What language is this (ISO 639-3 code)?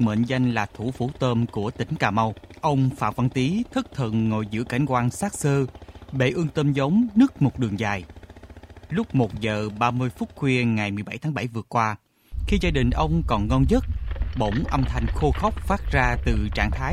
vie